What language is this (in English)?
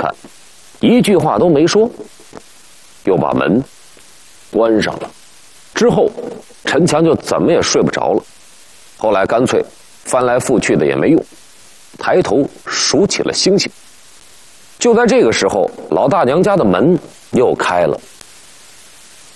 Chinese